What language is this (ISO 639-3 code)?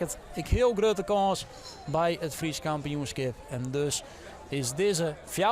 fry